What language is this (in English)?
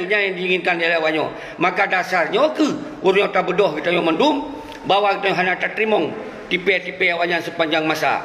Achinese